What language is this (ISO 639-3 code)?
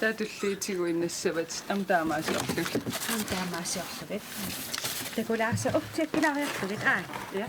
kal